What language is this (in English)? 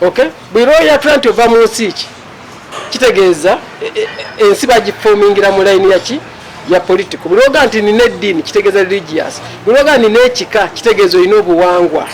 Ganda